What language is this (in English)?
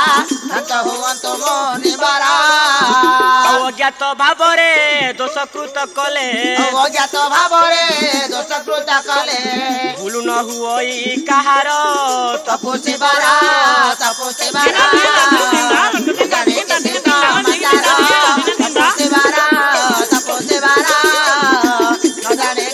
Odia